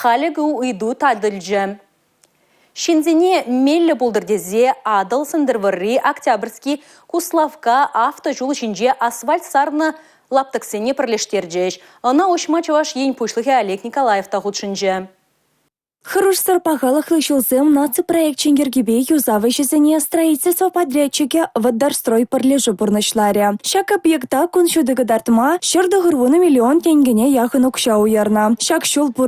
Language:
Chuvash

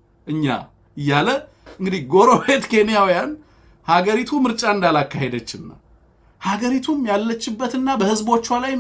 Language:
Amharic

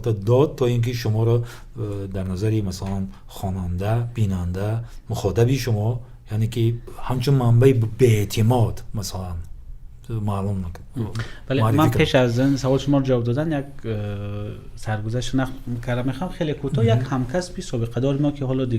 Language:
Tajik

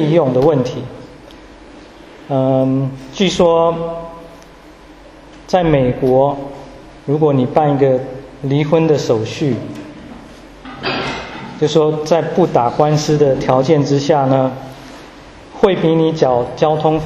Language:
Chinese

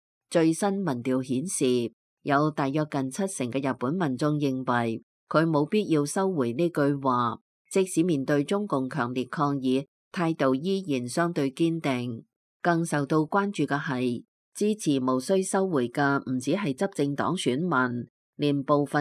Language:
Cantonese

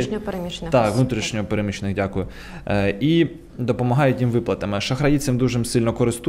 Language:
Ukrainian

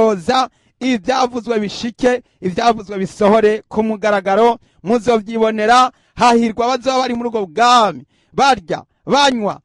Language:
Rundi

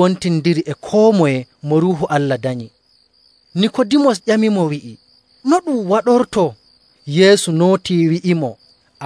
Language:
Nigerian Fulfulde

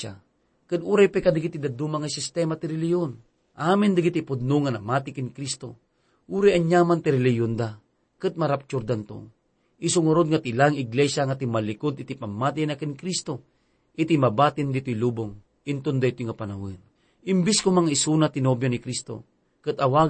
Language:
Iloko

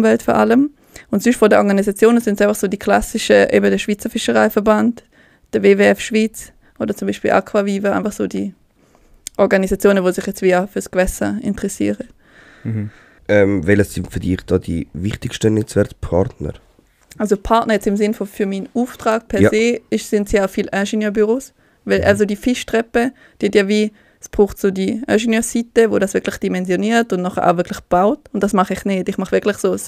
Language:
Swiss German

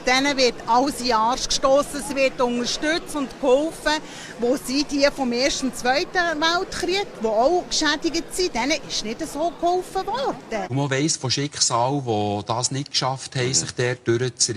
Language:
Swiss German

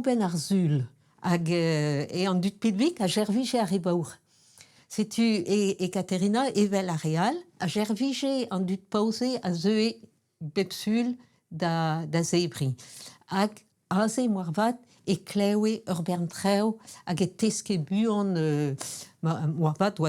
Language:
Breton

